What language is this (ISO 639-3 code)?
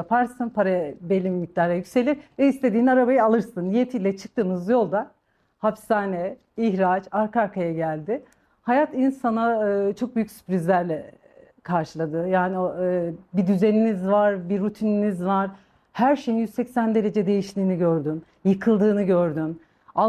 tur